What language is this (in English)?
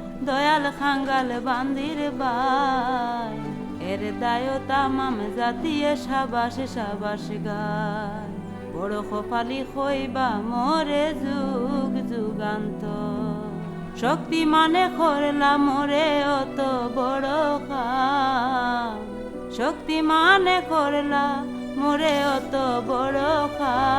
Sylheti